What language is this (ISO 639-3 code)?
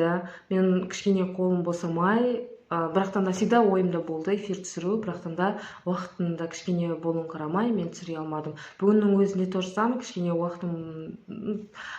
kaz